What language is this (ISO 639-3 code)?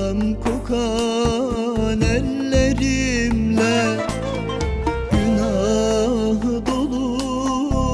tur